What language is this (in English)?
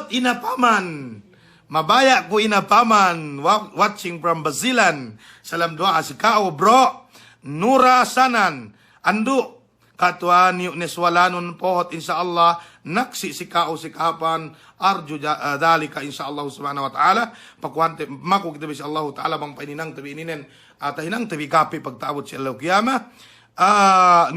Yakan